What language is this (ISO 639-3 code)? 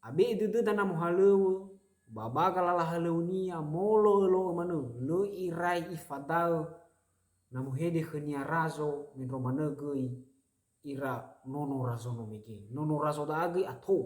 nia